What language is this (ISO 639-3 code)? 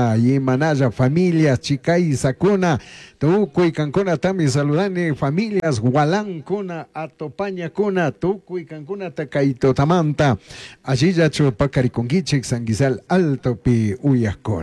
qug